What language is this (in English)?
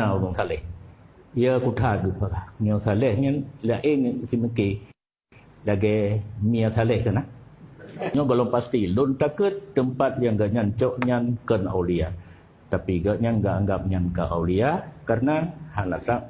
Achinese